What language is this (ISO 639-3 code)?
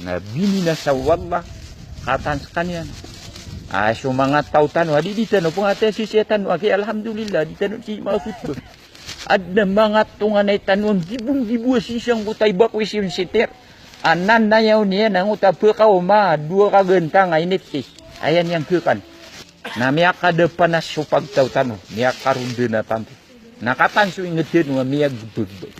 mrw